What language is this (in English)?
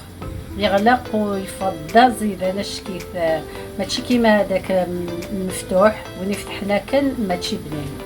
Algerian Arabic